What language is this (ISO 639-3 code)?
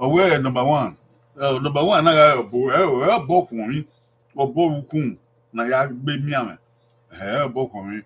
bin